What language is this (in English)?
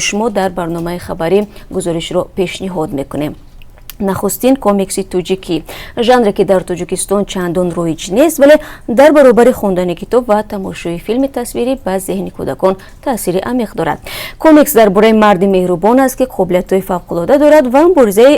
Tajik